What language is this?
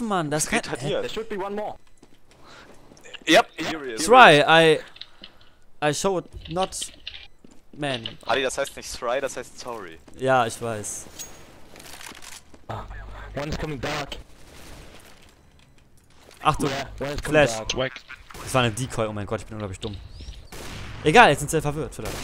German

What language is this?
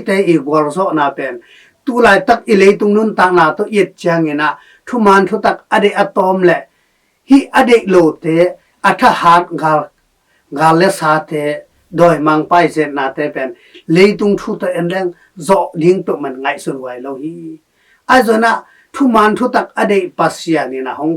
Tedim Chin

